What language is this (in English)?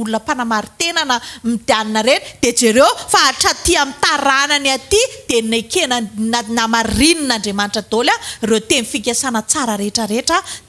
Malagasy